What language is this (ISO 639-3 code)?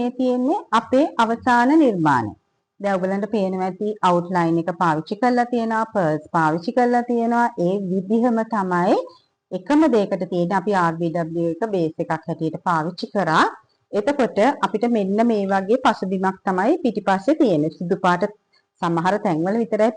sin